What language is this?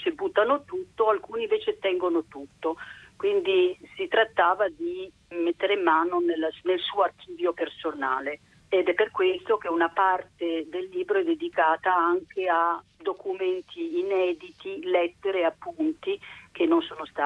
Italian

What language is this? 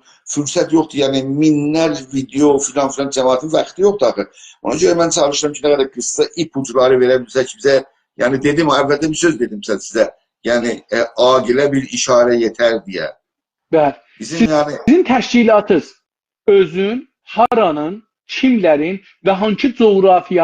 South Azerbaijani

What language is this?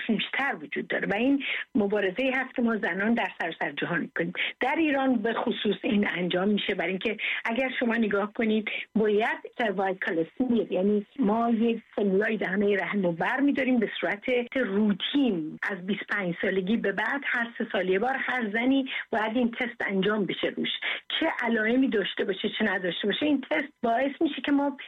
Persian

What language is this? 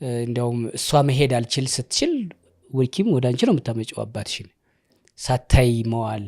Amharic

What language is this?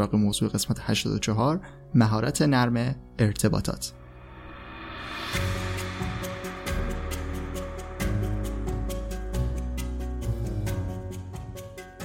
Persian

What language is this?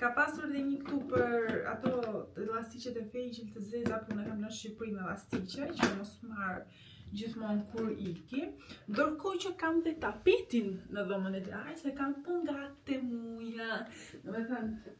Albanian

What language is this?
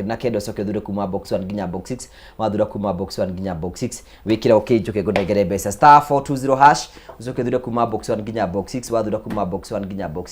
Kikuyu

